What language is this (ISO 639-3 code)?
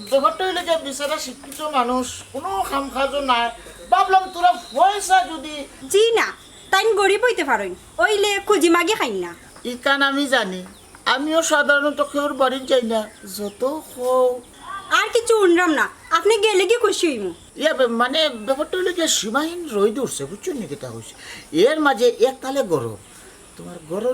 syl